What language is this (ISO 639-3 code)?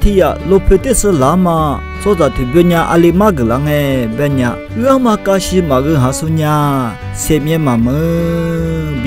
lis